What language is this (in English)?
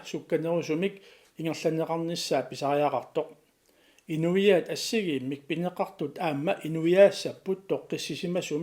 Kalaallisut